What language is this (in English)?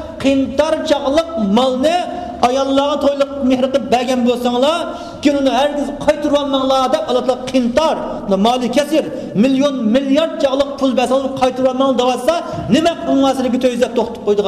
Uyghur